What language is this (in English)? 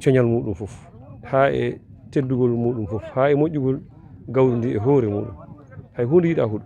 Fula